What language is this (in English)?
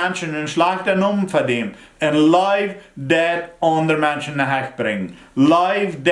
Plautdietsch